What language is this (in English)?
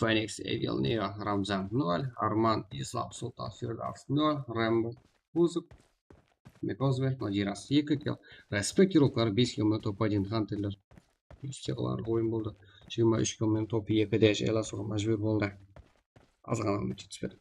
Kara-Kalpak